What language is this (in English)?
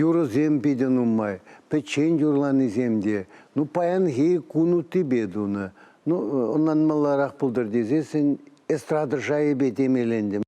Chuvash